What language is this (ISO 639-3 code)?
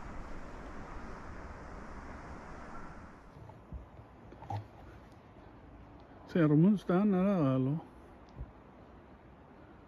swe